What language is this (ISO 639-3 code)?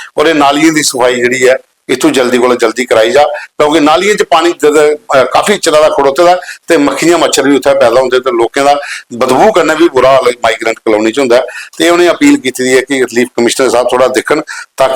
doi